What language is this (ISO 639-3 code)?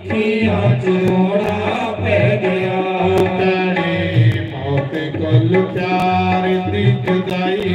doi